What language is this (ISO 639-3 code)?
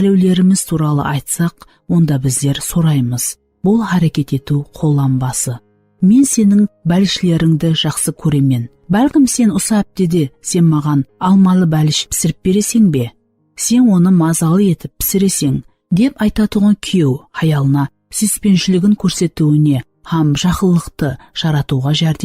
kaa